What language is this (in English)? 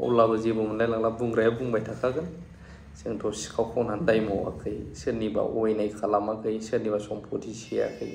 Bodo